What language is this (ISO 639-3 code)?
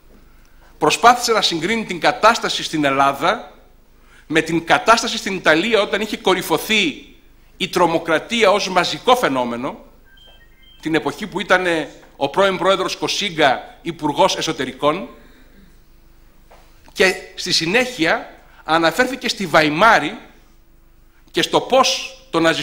ell